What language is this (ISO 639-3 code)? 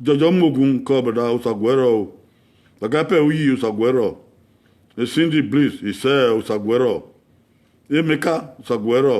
bin